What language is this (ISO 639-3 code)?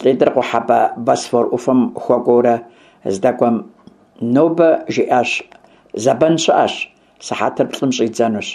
kbd